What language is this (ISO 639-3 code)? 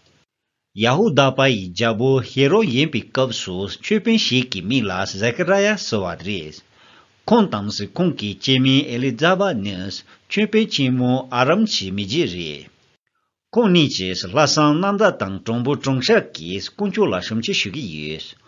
bod